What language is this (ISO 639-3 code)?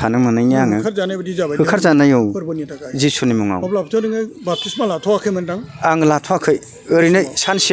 brx